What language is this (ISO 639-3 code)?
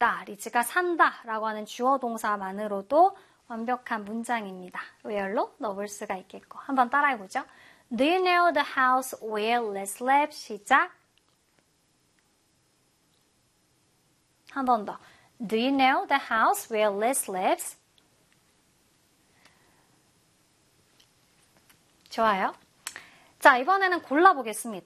kor